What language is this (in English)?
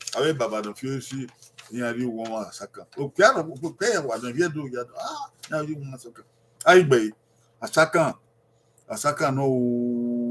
Bini